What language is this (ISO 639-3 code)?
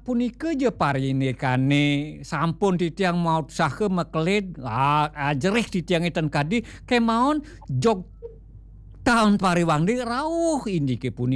ban